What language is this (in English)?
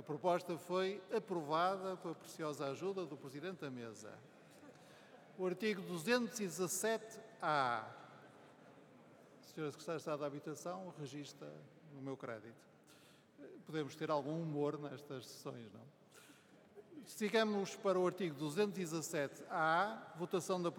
Portuguese